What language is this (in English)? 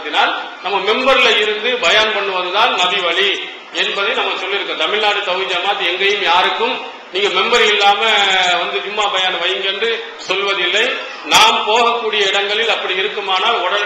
Tamil